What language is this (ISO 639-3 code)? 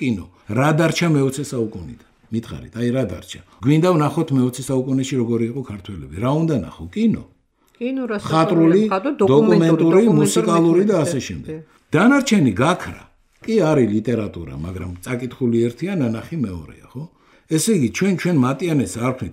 kat